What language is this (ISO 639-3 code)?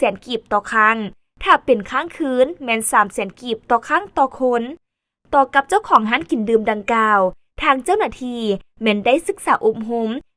lao